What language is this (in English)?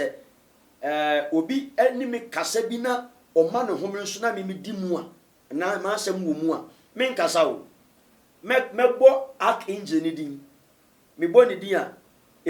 Akan